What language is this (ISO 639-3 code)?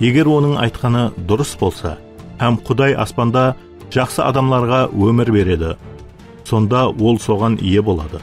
kaa